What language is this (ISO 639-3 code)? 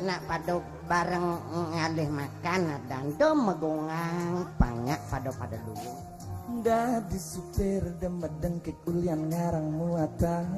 ban